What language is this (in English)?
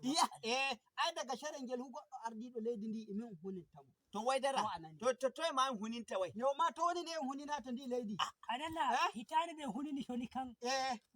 Nigerian Fulfulde